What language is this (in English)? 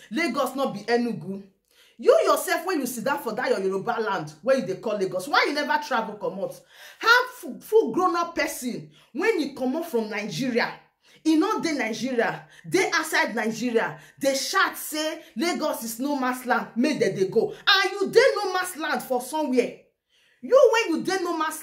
Nigerian Pidgin